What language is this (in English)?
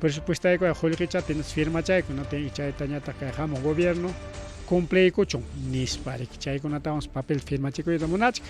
Ayacucho Quechua